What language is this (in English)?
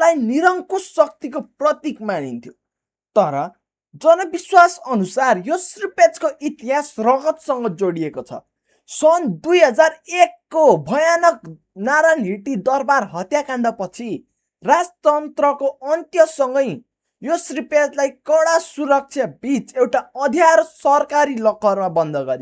Nepali